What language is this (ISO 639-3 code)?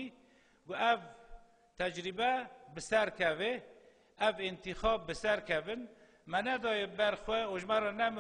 kur